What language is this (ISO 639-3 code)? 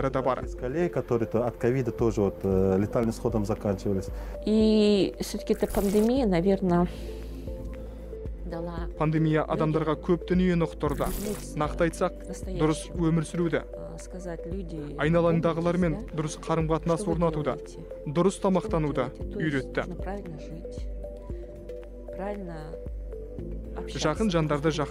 kaz